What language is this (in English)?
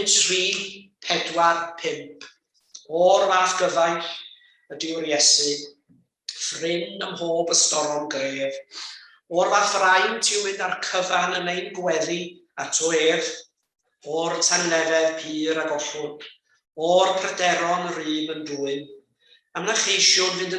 Welsh